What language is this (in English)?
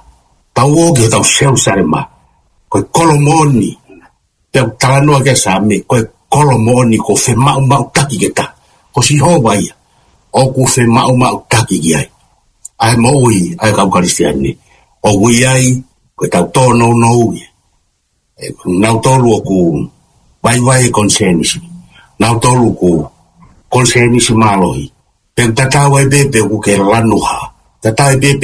Tongan